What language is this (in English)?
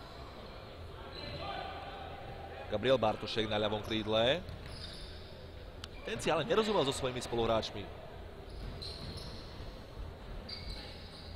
Slovak